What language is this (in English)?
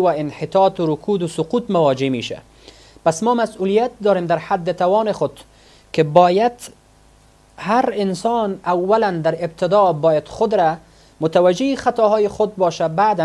Persian